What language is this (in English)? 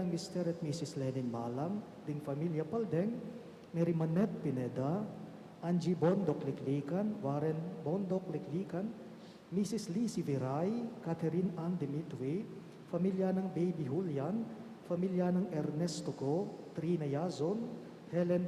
Pampanga